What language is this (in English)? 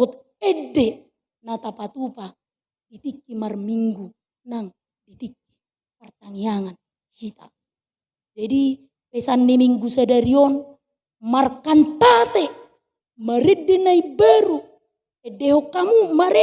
Batak Toba